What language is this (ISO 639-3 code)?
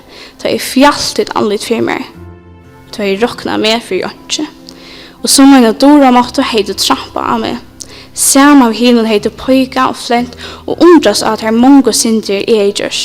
fao